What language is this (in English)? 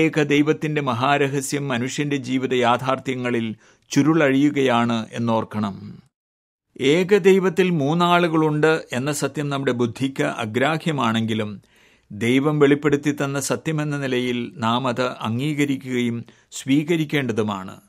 Malayalam